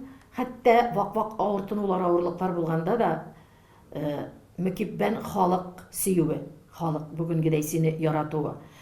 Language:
Tatar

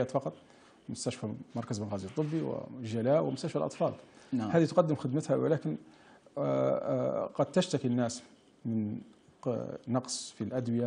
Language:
Libyan Arabic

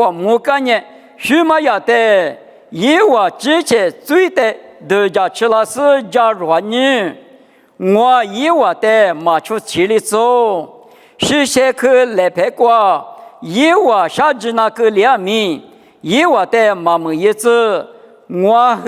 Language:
Lisu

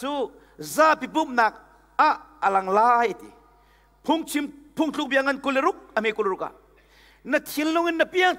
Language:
Hakha Chin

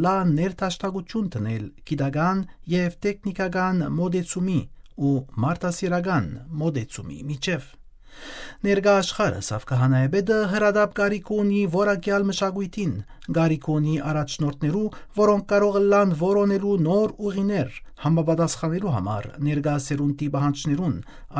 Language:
Western Armenian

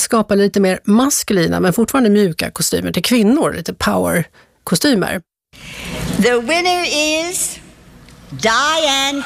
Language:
Swedish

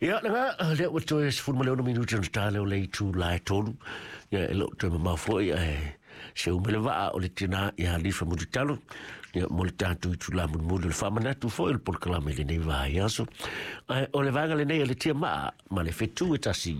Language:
Samoan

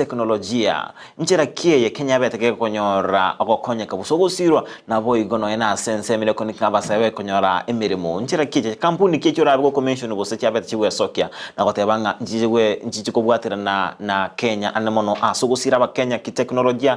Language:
Gusii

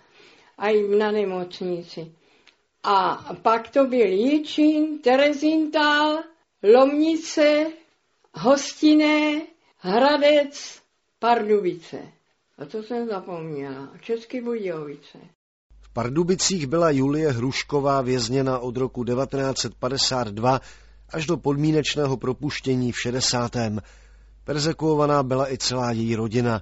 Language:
Czech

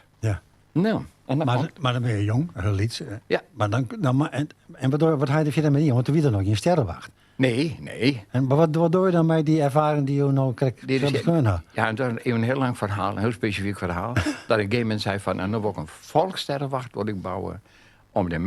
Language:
Western Frisian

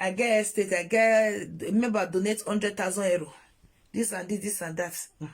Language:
Nigerian Pidgin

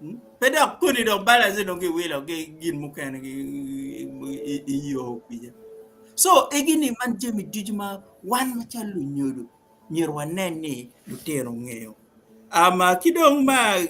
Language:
Acoli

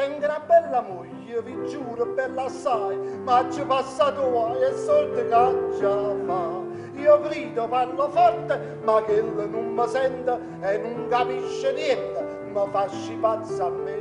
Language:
Neapolitan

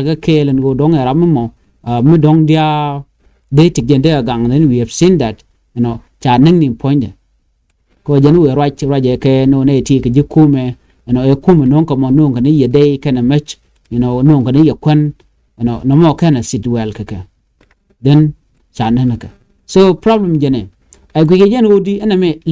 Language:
Nuer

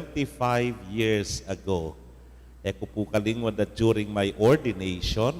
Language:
Pampanga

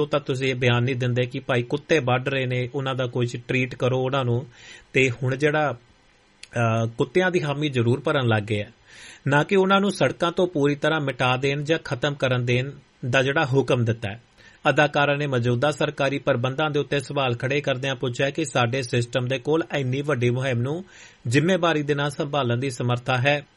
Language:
Punjabi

